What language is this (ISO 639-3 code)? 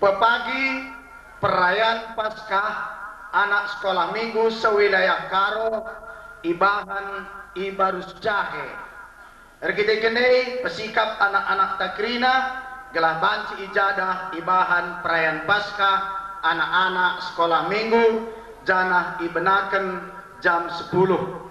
btx